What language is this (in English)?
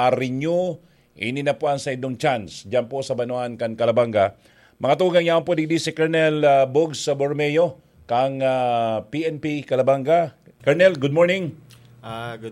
Bikol